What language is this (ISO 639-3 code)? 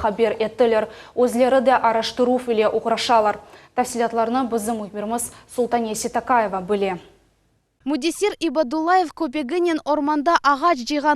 crh